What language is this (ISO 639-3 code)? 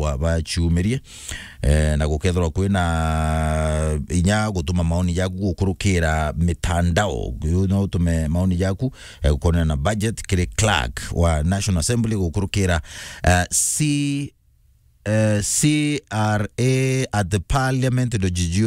mer